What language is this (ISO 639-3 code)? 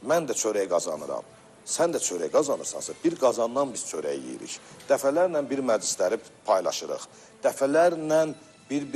aze